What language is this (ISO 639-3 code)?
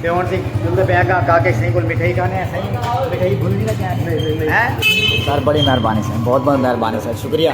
skr